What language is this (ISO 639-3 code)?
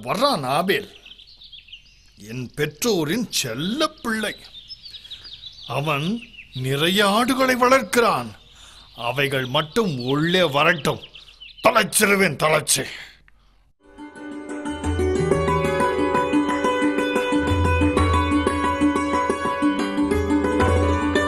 tam